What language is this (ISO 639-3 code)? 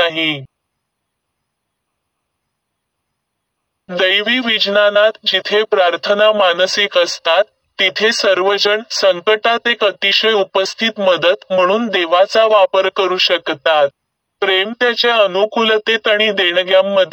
mar